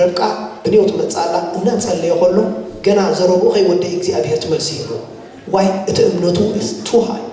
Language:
Tigrinya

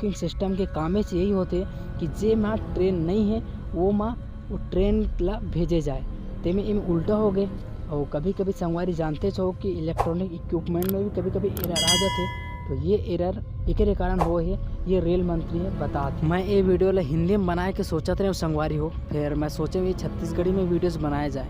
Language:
Chhattisgarhi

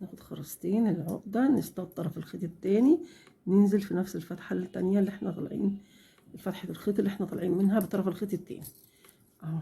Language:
Egyptian Arabic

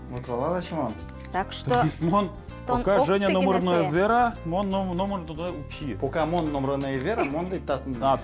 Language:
Udmurt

